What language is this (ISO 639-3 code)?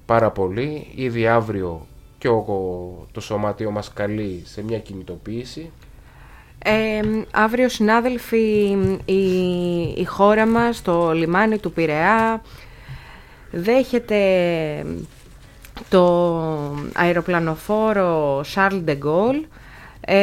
ell